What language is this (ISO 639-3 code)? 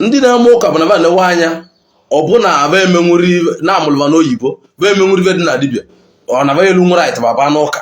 ibo